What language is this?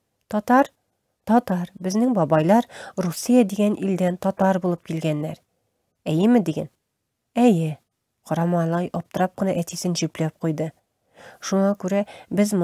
Tatar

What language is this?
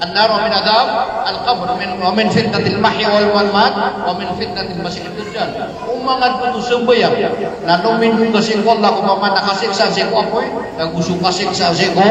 Maranao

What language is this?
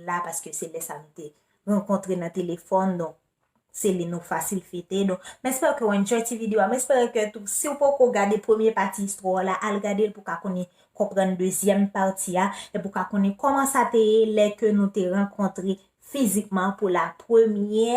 Haitian Creole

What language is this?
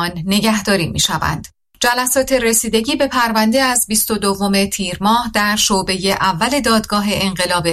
Persian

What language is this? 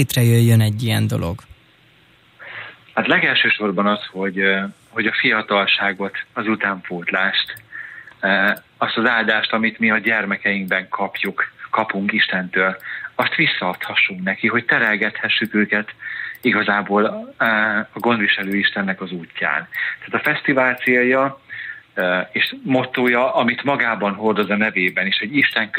Hungarian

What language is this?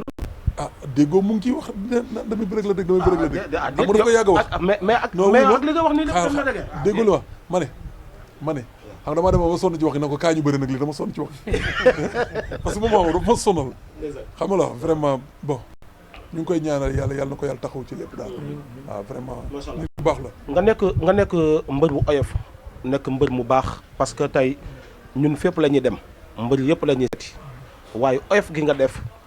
Wolof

